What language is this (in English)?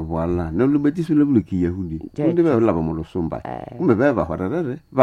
Nande